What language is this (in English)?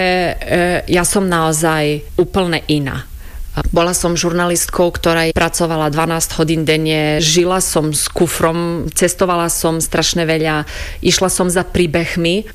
Slovak